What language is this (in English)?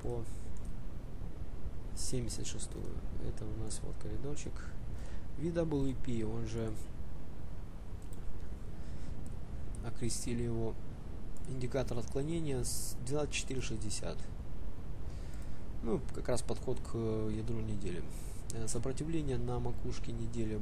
Russian